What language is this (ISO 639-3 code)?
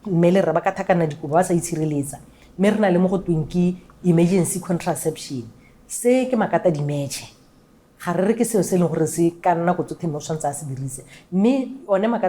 tsn